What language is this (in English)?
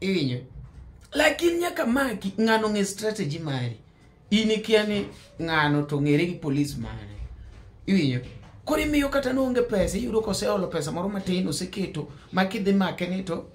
Luo (Kenya and Tanzania)